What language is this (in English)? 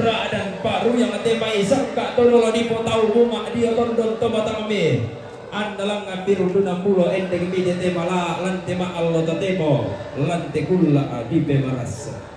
Toraja-Sa'dan